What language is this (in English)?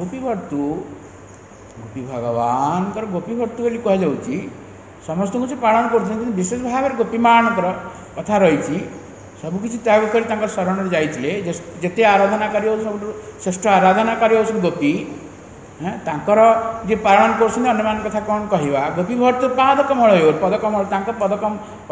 Odia